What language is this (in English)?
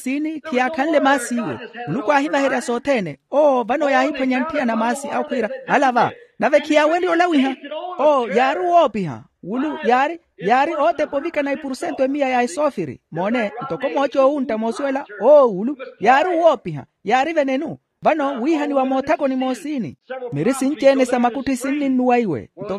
Makhuwa